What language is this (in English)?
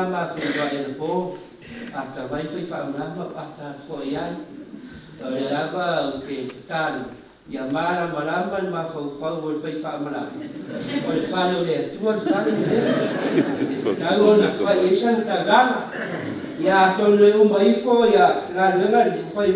Samoan